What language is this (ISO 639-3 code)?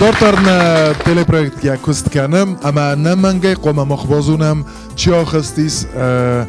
oss